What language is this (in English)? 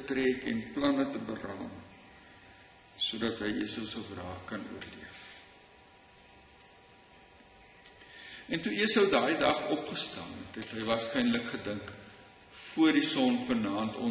Afrikaans